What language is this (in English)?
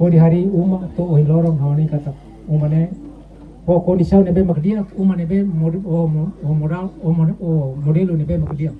Tetum